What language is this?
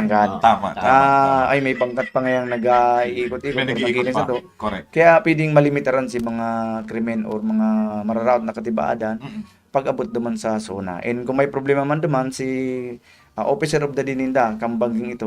Bikol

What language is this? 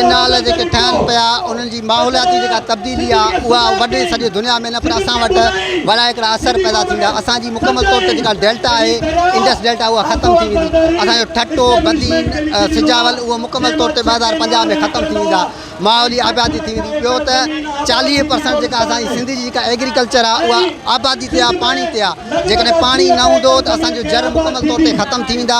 Sindhi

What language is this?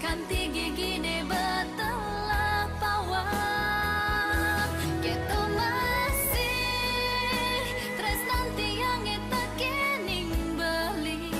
Balinese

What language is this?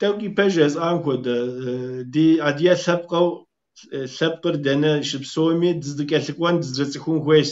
Kabardian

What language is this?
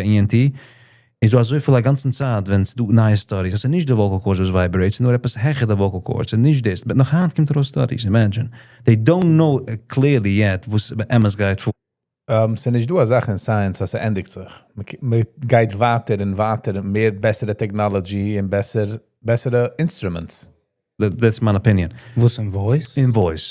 Yiddish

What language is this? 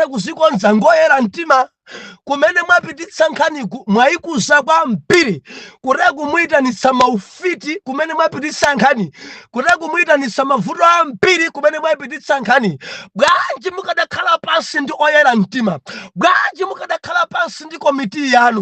Nyanja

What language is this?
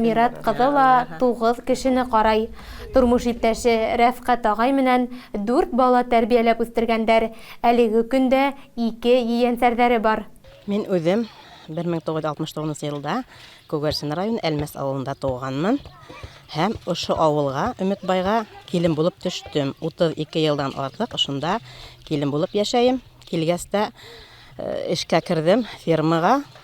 Bashkir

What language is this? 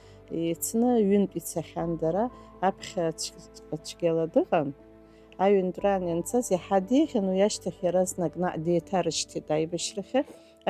Abkhazian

